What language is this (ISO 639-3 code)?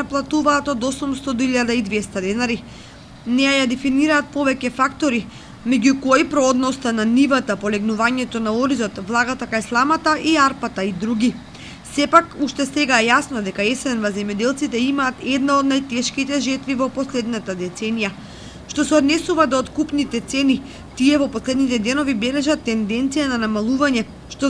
mkd